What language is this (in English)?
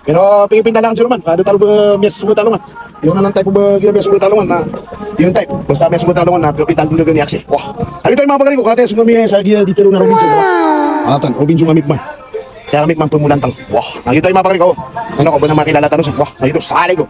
Maranao